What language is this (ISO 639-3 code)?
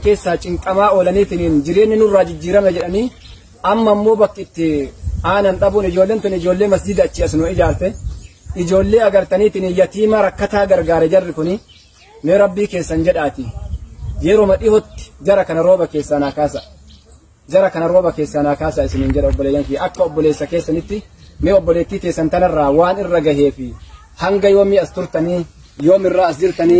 orm